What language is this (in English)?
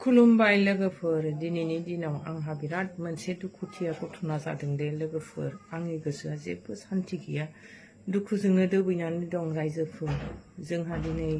Bodo